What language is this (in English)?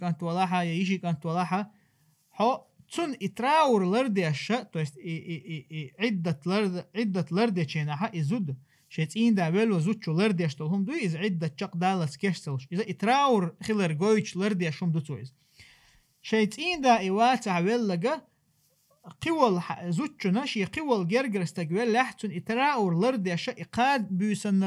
Chechen